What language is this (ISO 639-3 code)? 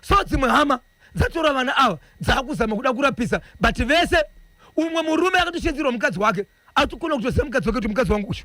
sna